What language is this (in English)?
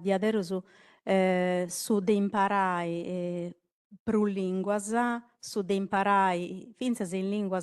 Sardinian